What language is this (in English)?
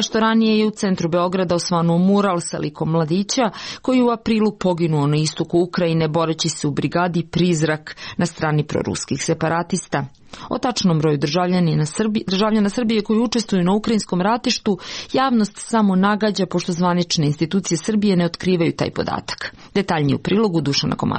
Serbian